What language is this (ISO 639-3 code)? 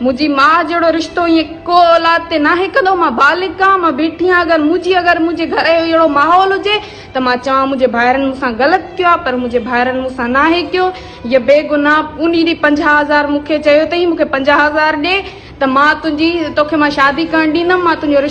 snd